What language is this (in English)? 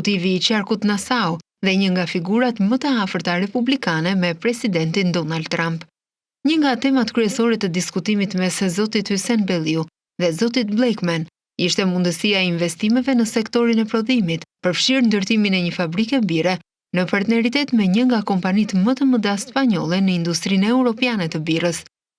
Albanian